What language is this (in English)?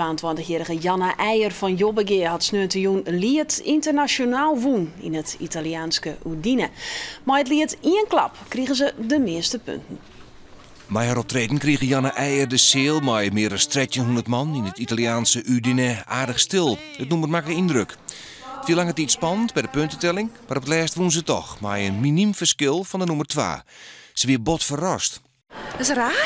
Western Frisian